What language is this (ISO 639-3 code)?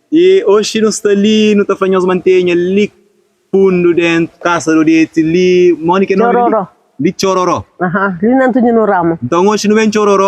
kea